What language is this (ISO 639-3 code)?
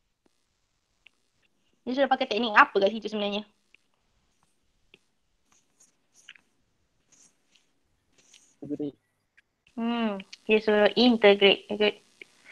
msa